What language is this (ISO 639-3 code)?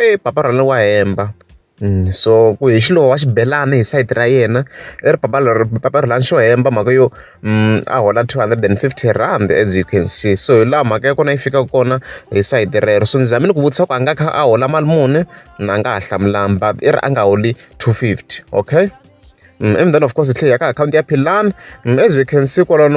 tso